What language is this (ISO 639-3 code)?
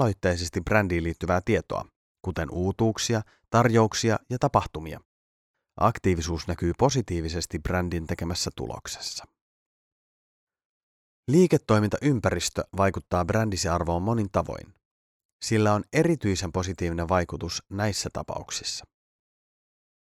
fin